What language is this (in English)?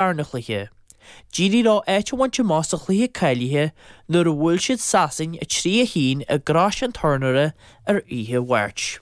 Irish